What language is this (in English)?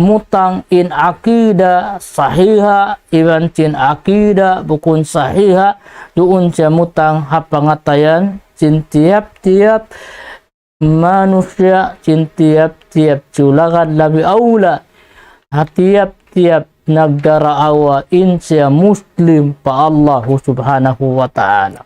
Tausug